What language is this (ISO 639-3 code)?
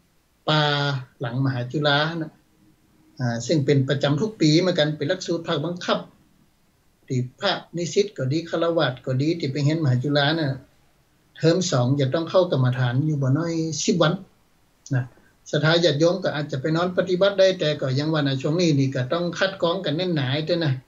tha